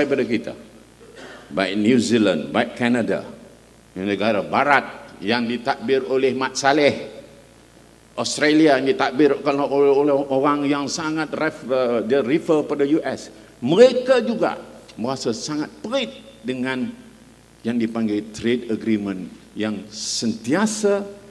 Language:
Malay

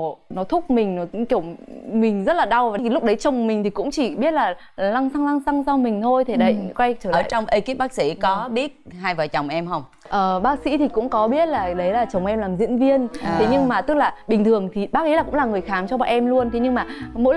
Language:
Vietnamese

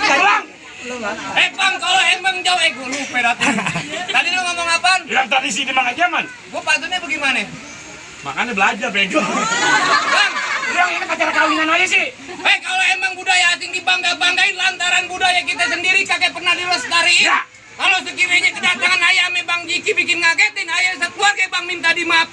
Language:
Betawi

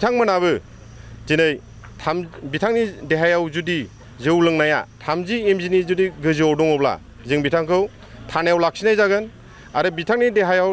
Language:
Bodo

